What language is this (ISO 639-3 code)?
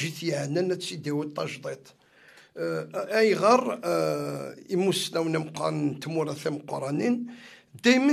kab